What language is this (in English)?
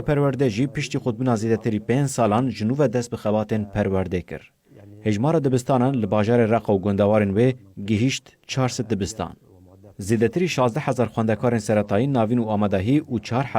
Kurdish